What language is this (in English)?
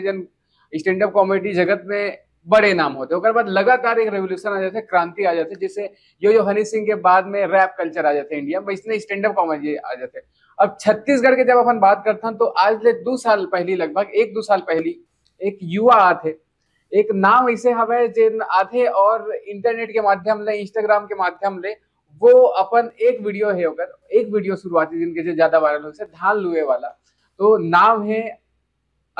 Chhattisgarhi